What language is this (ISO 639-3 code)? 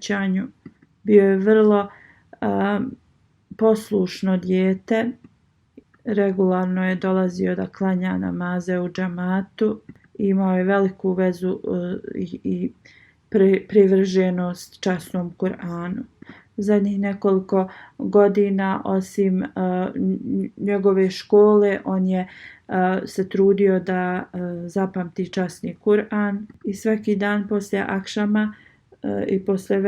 bos